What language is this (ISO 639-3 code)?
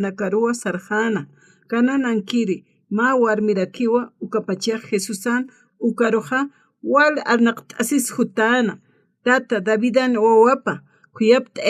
aym